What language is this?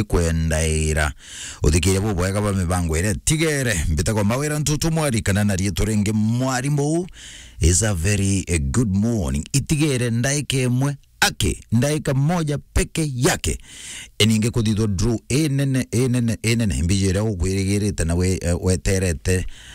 Meru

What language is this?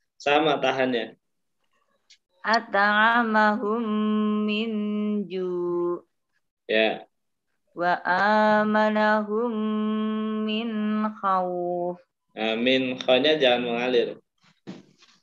Indonesian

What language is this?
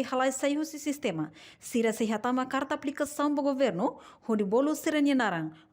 Tetum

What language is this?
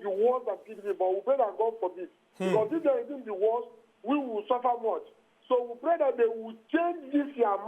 Nigerian Pidgin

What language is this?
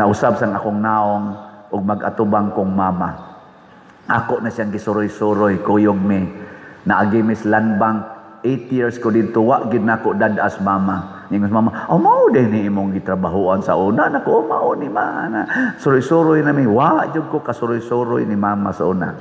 Cebuano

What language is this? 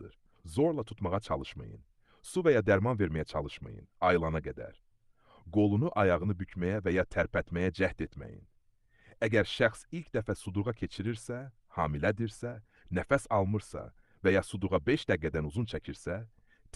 Azerbaijani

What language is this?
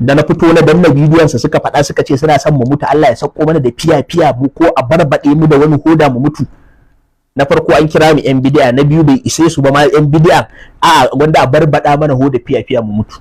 Hausa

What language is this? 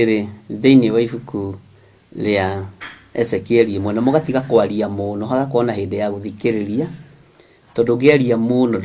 Kikuyu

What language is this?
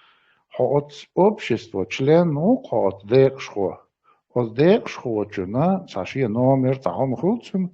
Chechen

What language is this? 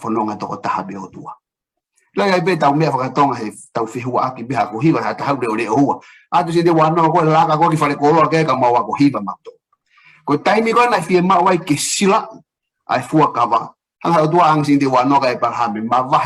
Tongan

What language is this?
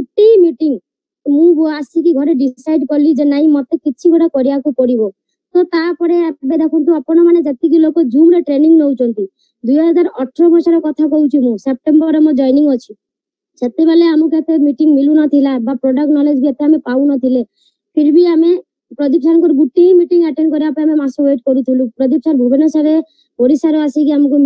Odia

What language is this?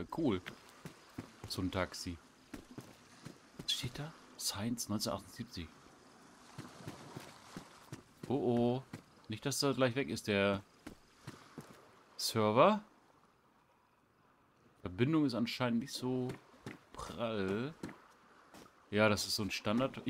German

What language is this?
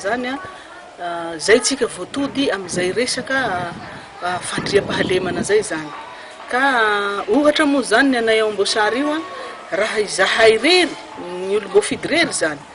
Malagasy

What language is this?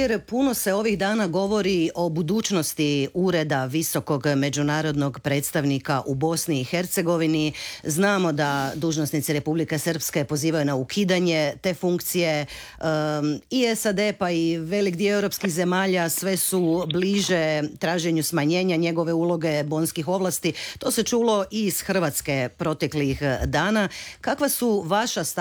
Croatian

